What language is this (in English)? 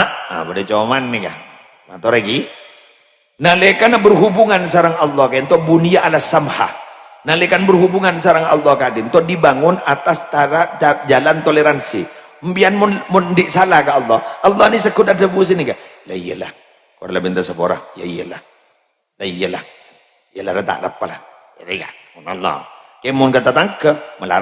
Madurese